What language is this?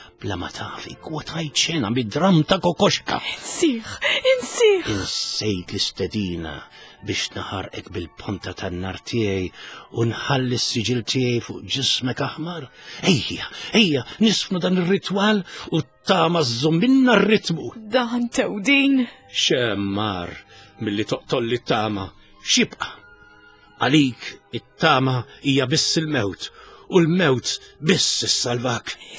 Maltese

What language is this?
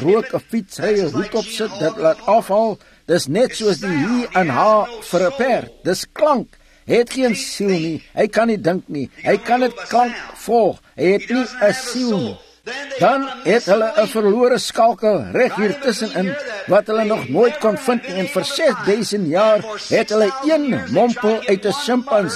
Afrikaans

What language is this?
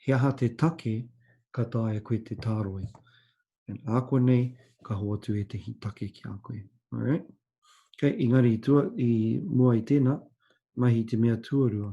Māori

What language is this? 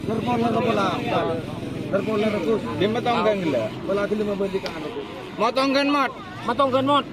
Madurese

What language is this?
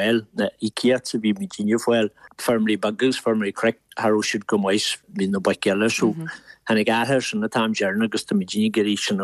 Irish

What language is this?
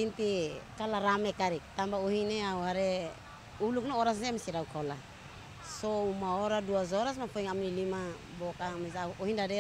Tetum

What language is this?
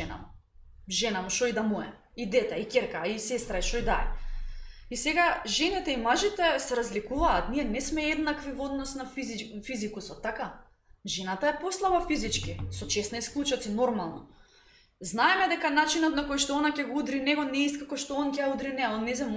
Macedonian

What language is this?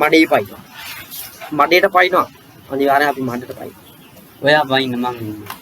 Sinhala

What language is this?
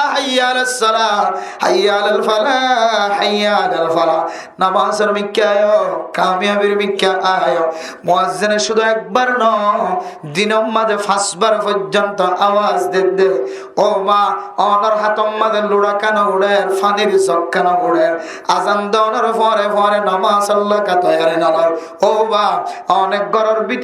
Rohingya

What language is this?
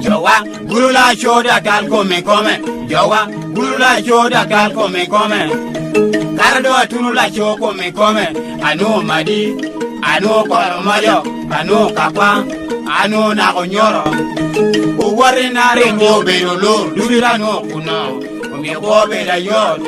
Lango (Uganda)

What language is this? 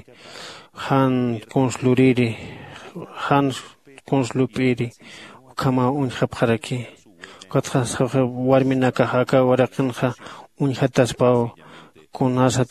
Aymara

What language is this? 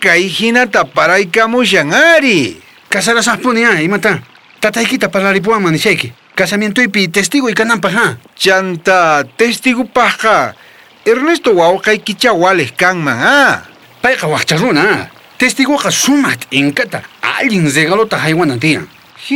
South Bolivian Quechua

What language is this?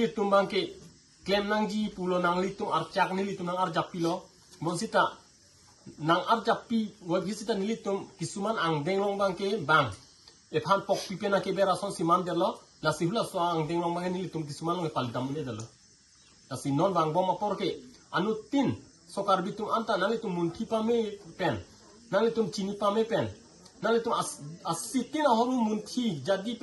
Karbi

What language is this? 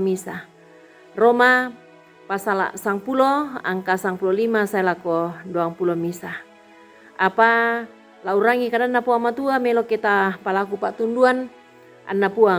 Toraja-Sa'dan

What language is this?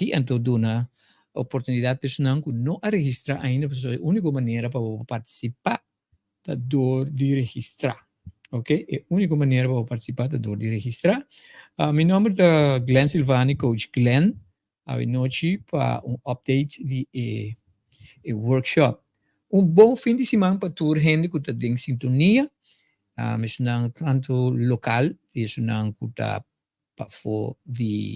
Papiamento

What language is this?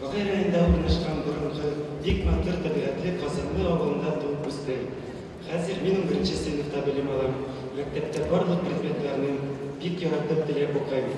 Tatar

